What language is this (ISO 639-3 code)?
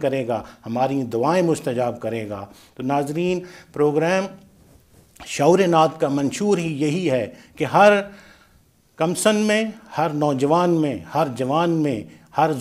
urd